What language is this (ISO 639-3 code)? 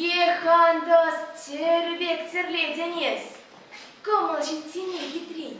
chv